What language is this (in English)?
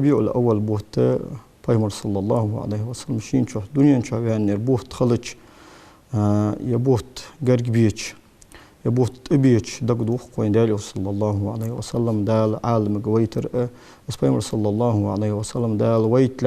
Ingush